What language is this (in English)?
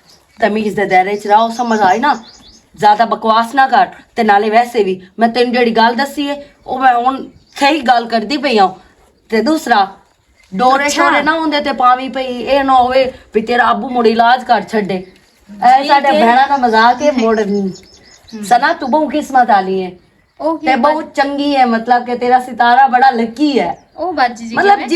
Western Panjabi